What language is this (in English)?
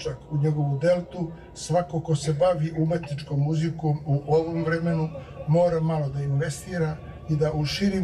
Serbian